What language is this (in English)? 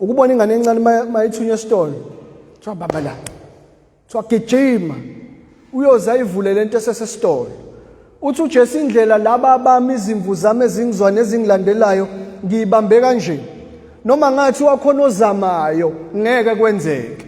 Zulu